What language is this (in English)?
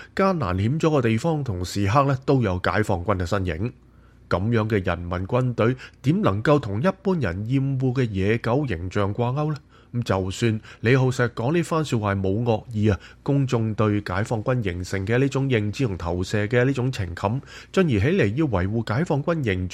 Cantonese